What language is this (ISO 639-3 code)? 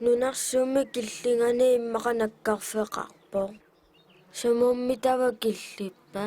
kal